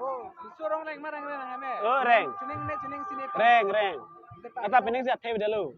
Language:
Karbi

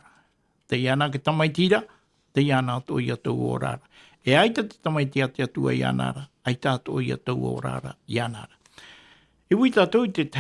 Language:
Tahitian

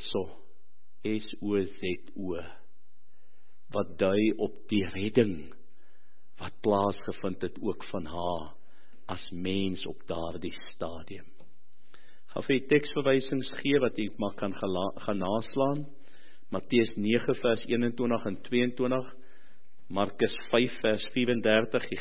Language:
Afrikaans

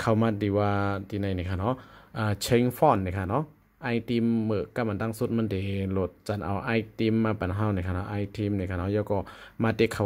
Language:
Shan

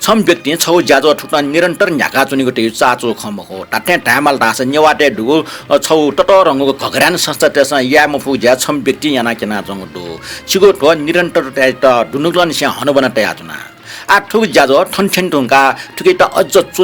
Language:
Newari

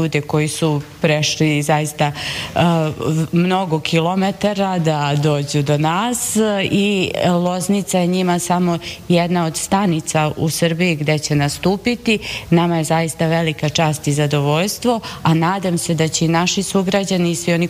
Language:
Serbian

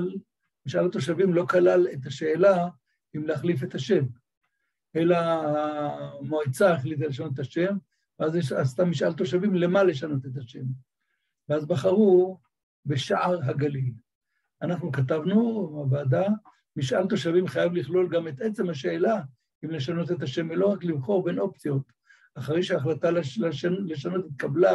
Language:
Hebrew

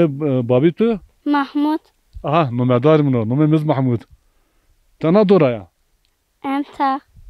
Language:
Zaza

